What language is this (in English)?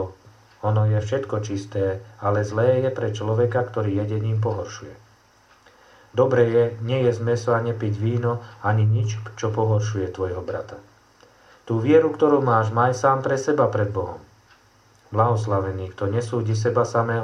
Slovak